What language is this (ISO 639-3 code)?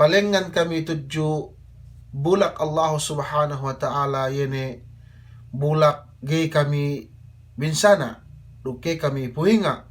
yka